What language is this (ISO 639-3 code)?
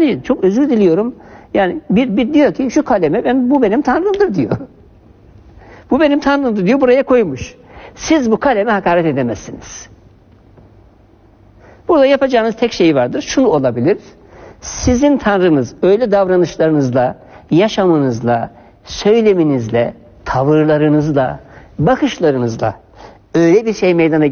tur